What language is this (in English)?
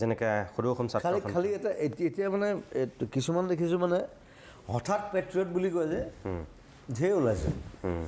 Assamese